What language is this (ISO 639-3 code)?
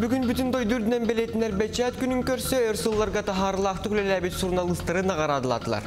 sah